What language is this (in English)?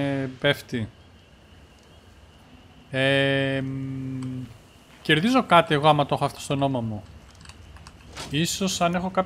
Greek